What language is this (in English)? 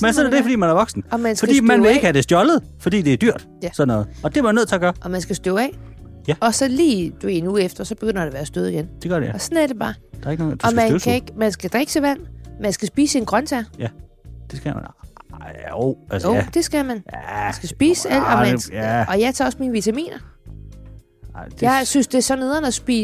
Danish